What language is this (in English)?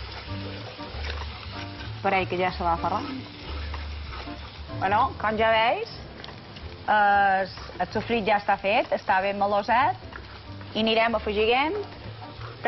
Catalan